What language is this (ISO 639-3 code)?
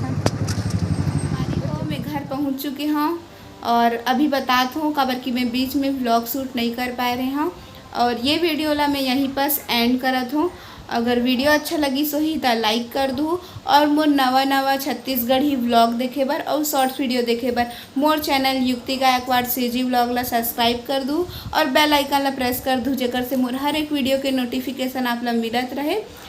hne